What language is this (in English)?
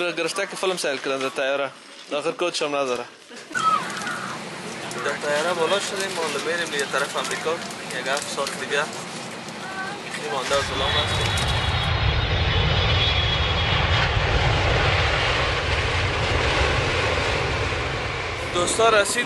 Persian